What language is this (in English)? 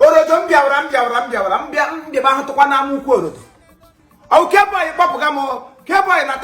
Igbo